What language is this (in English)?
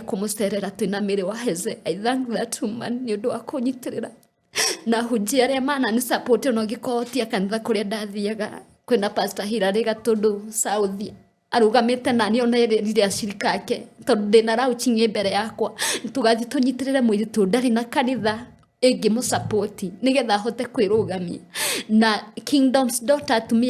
Kikuyu